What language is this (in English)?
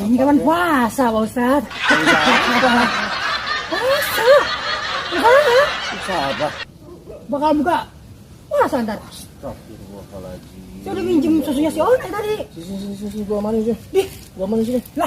Betawi